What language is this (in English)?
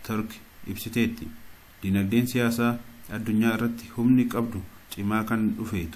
Oromo